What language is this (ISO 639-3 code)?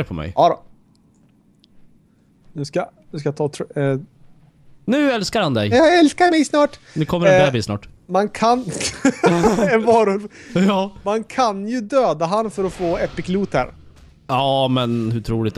swe